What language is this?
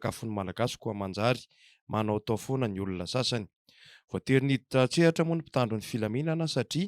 Malagasy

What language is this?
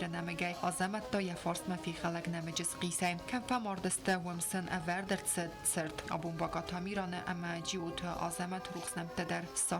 Ossetic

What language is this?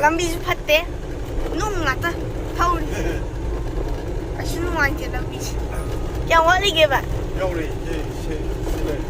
Manipuri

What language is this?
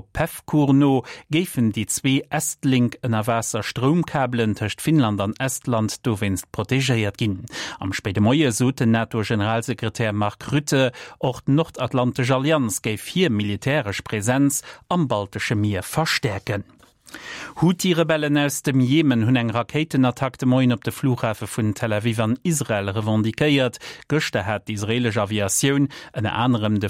Luxembourgish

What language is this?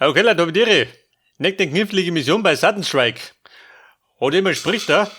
Bavarian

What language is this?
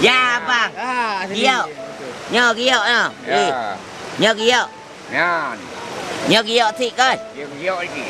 Achinese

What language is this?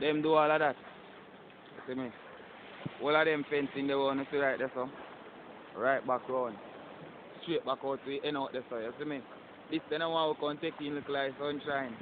Jamaican Creole English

